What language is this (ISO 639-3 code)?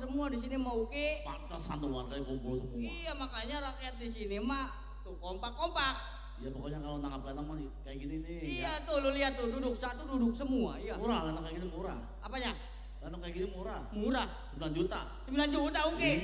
bew